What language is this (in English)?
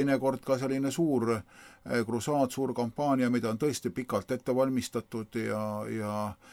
Estonian